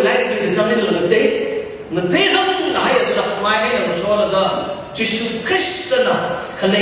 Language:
Tangkhul Naga (India)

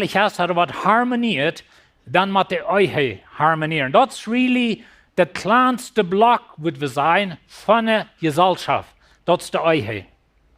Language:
Plautdietsch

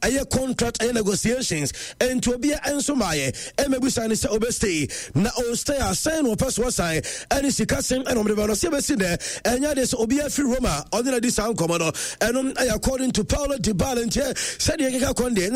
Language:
Akan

